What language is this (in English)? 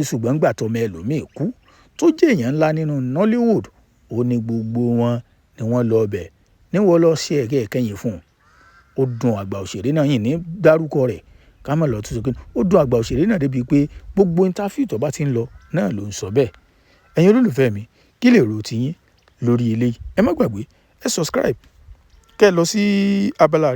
Yoruba